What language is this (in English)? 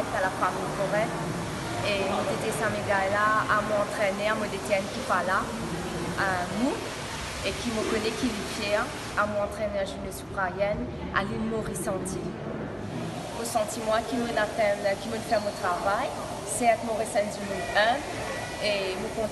Morisyen